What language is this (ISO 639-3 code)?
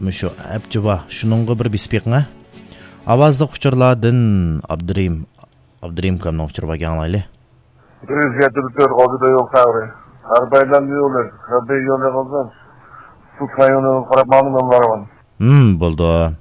uig